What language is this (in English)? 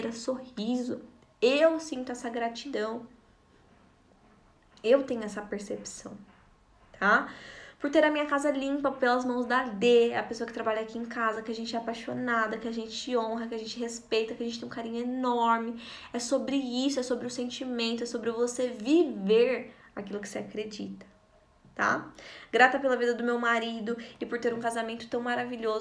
Portuguese